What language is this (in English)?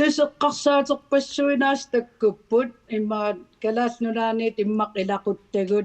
Kalaallisut